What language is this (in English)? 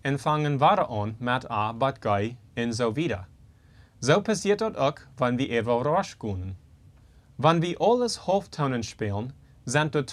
Plautdietsch